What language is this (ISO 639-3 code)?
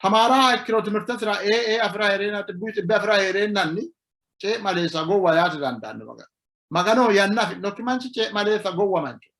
sid